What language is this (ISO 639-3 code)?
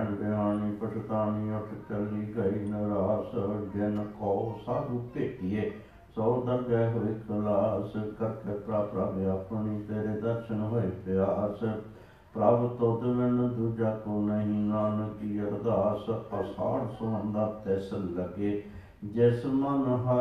pan